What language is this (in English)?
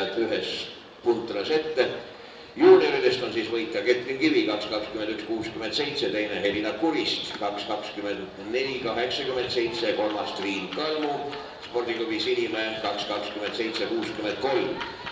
Estonian